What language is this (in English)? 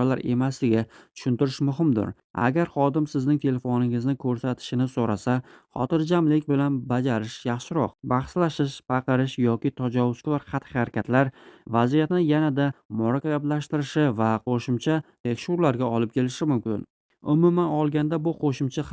Uzbek